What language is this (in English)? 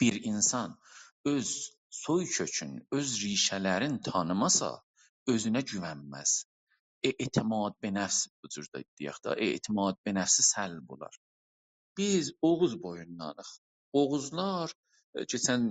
South Azerbaijani